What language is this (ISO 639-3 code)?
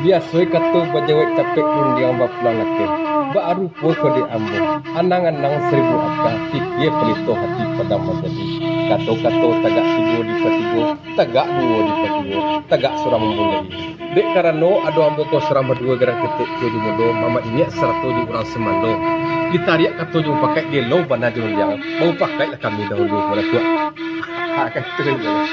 min